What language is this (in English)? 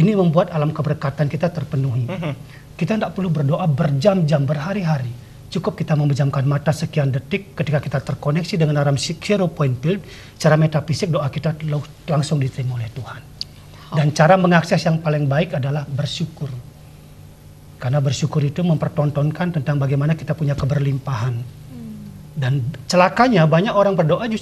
Indonesian